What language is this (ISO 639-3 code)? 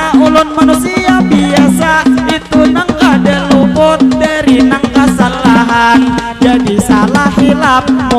bjn